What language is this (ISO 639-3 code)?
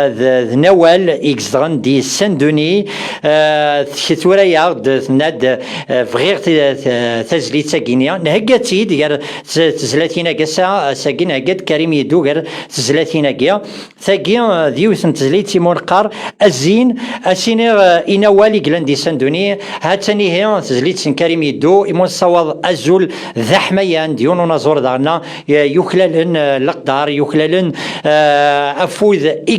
kab